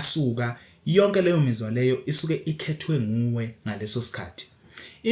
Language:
Zulu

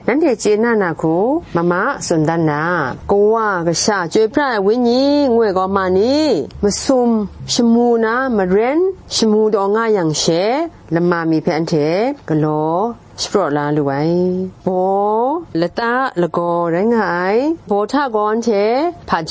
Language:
Kachin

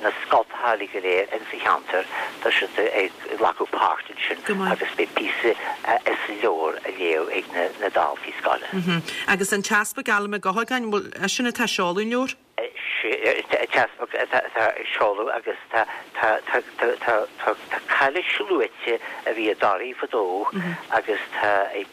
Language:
Irish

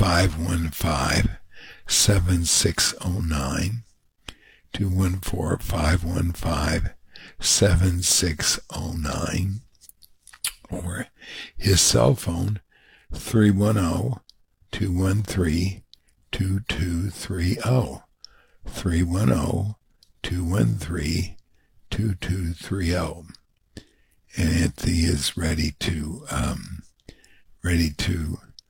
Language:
English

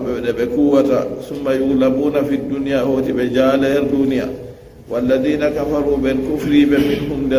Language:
Fula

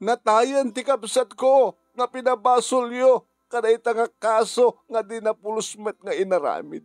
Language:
Iloko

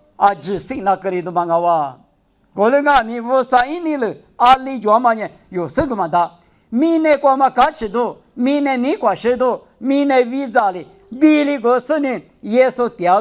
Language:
Lisu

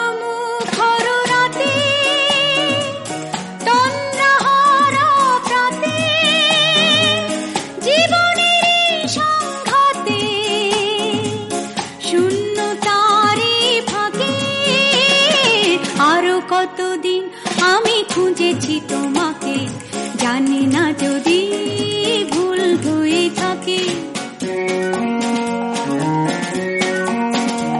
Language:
Bangla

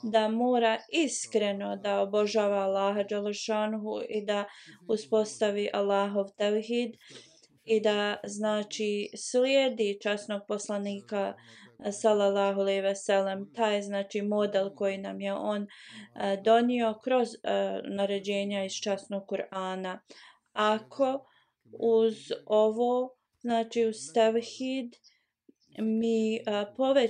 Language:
Bosnian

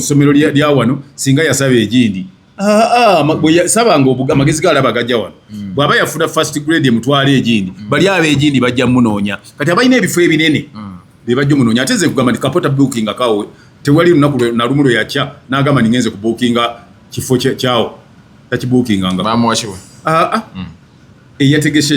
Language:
Ganda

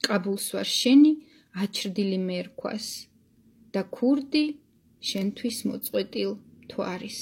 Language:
Georgian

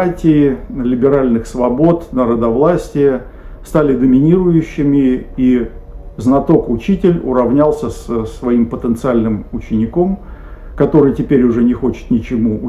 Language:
Russian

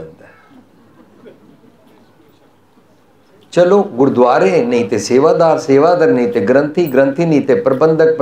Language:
Punjabi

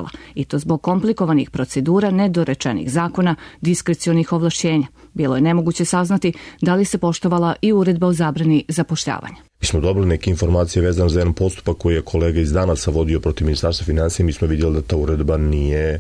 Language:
Serbian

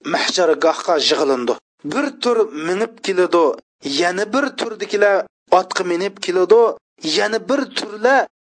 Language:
Uyghur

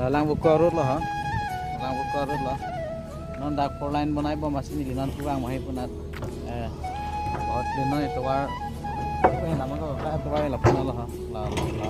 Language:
Karbi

